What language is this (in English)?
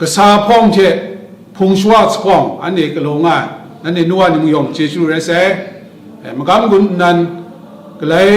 Kachin